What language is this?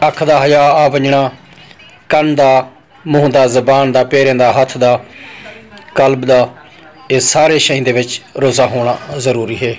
Saraiki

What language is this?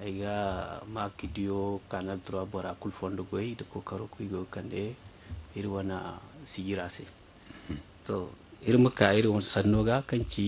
Zarma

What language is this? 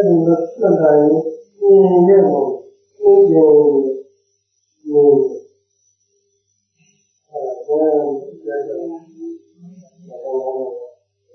Burmese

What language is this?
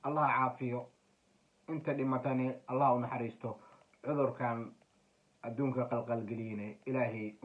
Somali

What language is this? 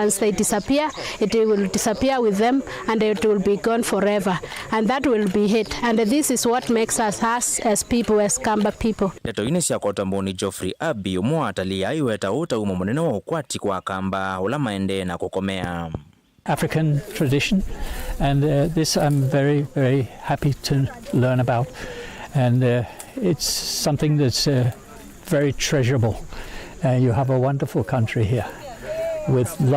Kamba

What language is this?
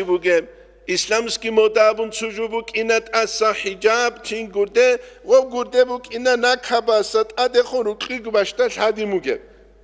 Avaric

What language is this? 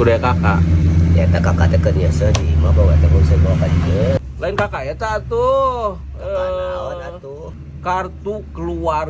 Sundanese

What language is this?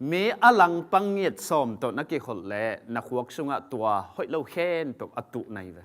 Tedim Chin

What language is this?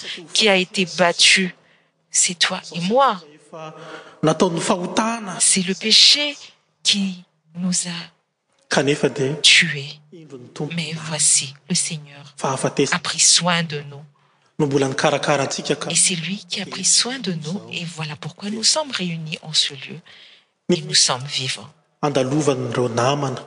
French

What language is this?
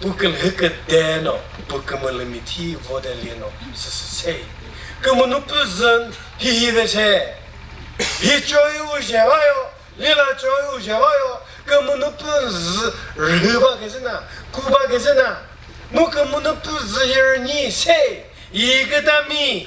Chokri Naga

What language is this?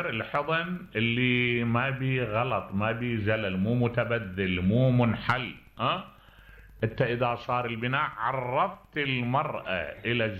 Mesopotamian Arabic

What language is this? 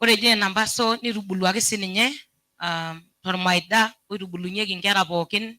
Masai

